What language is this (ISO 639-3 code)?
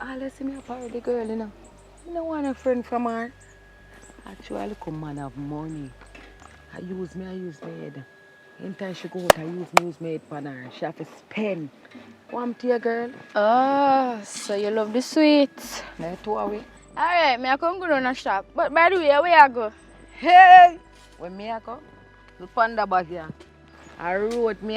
jam